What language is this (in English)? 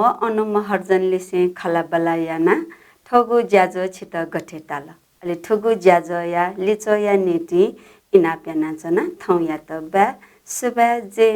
Newari